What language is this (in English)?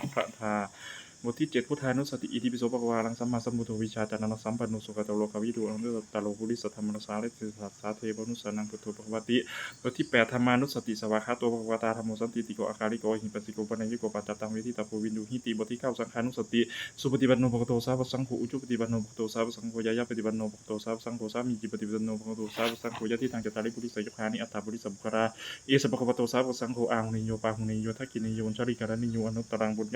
Pali